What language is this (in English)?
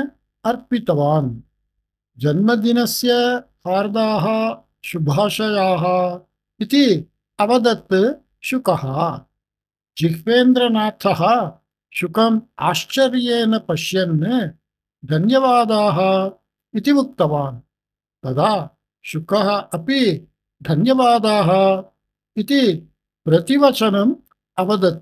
Sanskrit